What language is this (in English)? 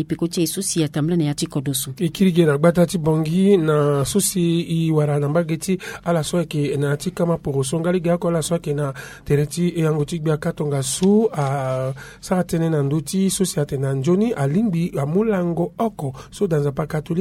Sango